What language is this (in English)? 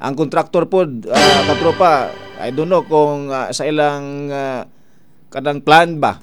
Cebuano